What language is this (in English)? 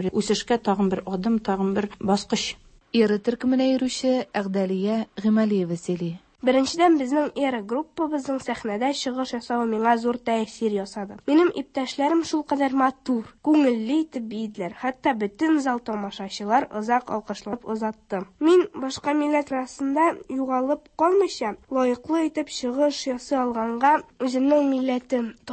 Tatar